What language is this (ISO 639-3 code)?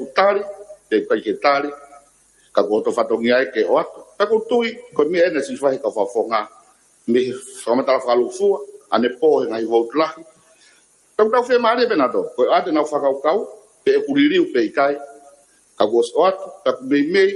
ton